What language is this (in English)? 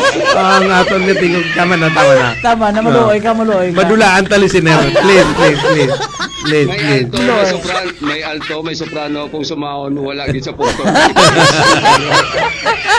Hiligaynon